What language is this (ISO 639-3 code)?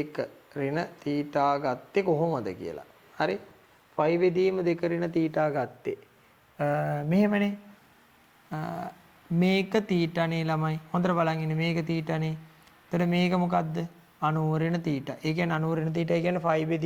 sin